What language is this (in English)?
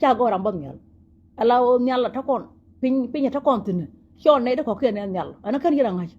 Nuer